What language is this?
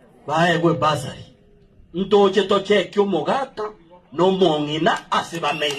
Gusii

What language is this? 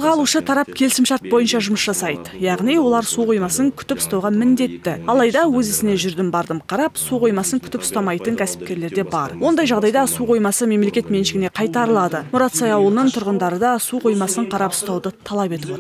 Kazakh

